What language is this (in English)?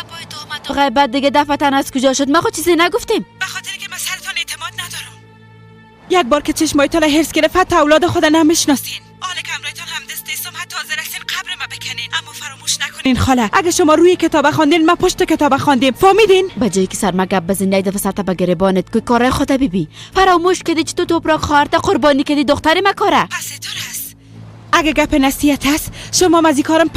Persian